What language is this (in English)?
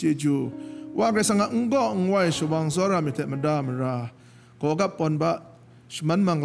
Kachin